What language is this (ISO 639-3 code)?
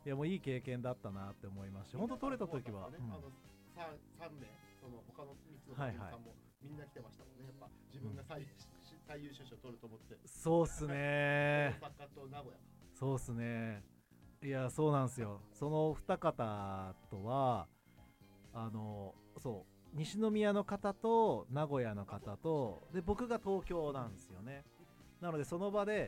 jpn